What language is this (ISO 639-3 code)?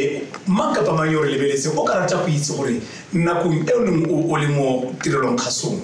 tsn